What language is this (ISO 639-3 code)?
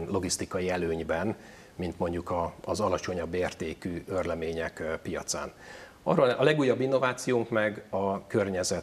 hun